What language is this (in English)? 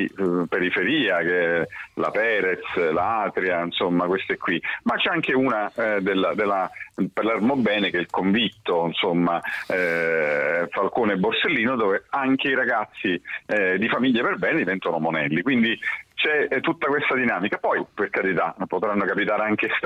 Italian